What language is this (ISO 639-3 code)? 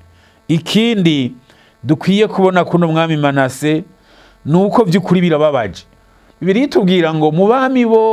run